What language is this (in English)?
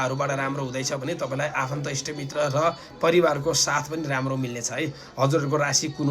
Nepali